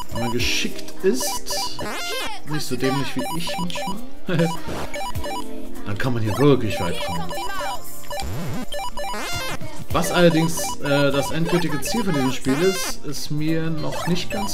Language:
German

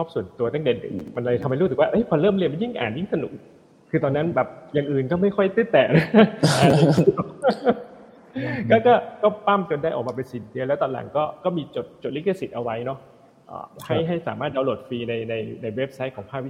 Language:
Thai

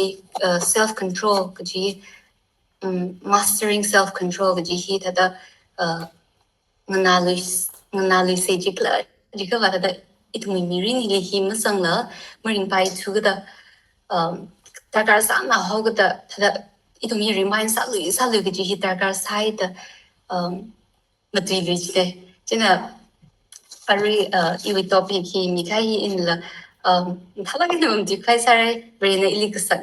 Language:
Tangkhul Naga (India)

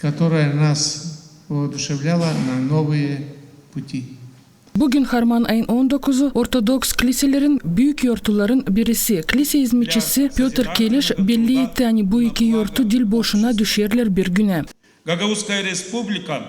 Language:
Gagauz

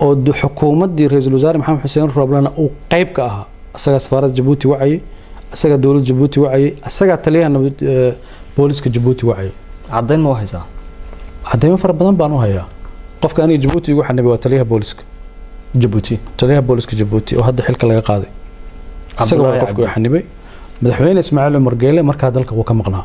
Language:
Somali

